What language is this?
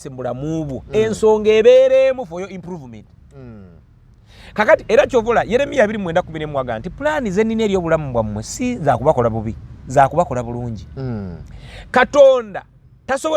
Ganda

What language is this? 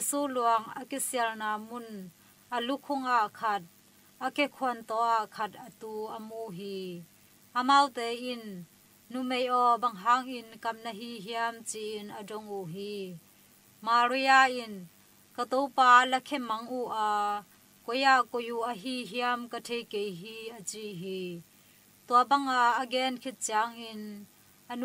Tedim Chin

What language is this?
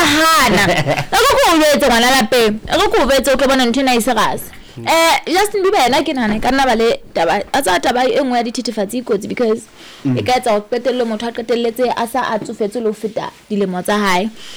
Southern Sotho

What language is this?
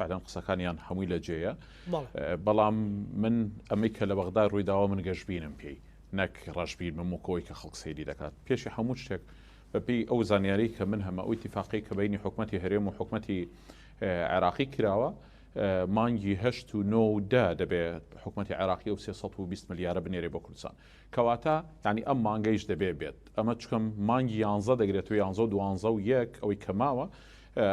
Central Kurdish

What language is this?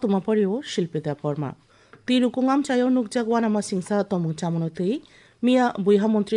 Kok Borok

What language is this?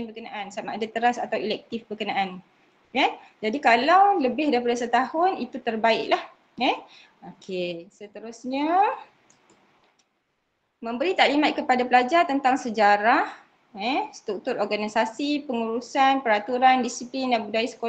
Malay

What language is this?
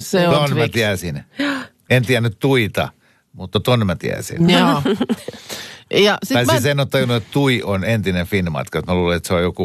Finnish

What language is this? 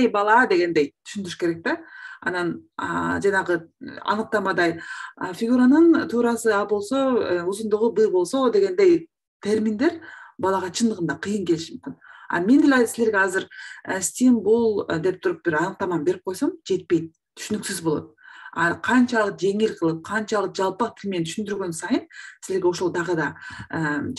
Kyrgyz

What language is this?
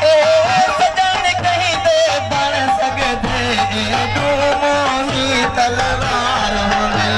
Saraiki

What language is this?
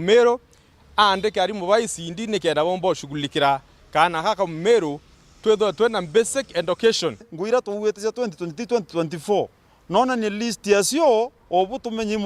Meru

